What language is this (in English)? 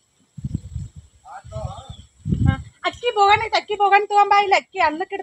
Kannada